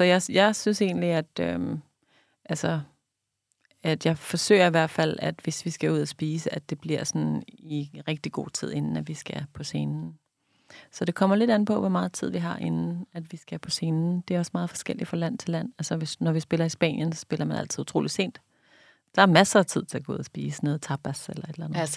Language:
Danish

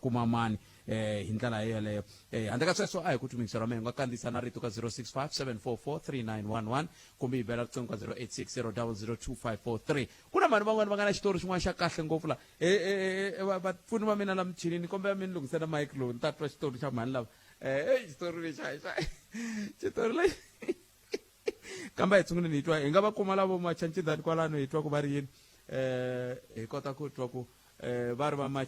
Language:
Tsonga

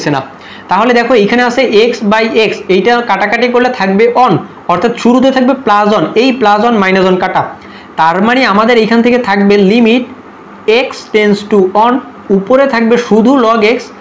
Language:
Bangla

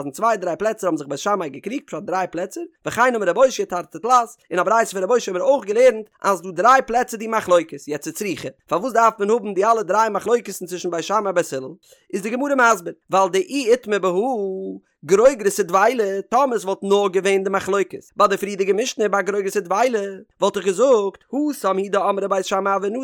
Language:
Yiddish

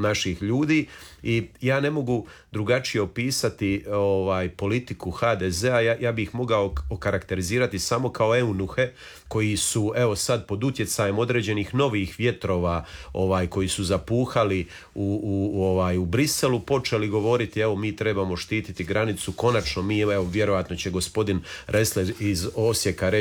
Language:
Croatian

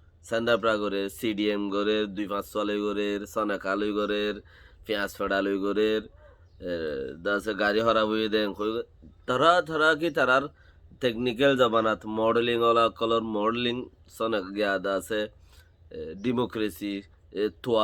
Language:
Rohingya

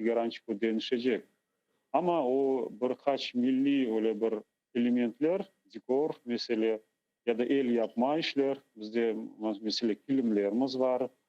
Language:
Crimean Tatar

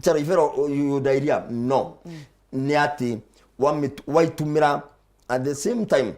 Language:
Meru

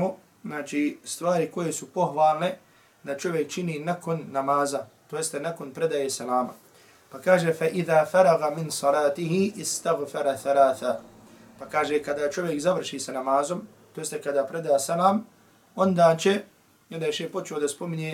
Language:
Bosnian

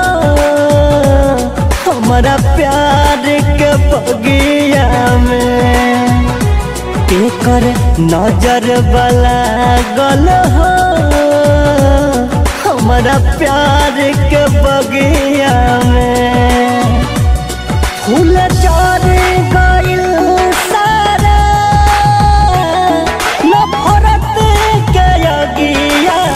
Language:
Bhojpuri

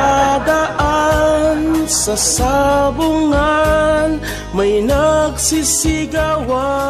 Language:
Waray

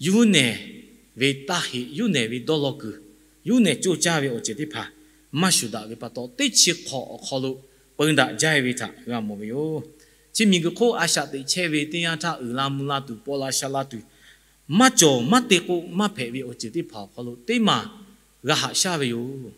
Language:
Lahu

